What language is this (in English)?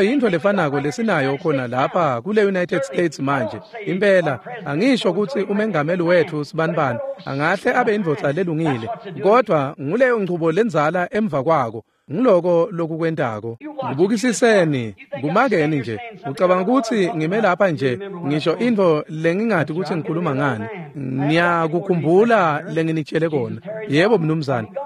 Swati